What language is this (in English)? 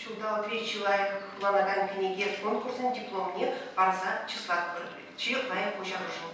Chuvash